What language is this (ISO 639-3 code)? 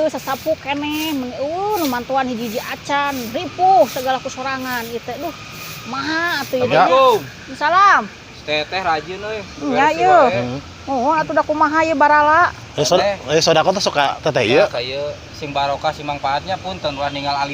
sun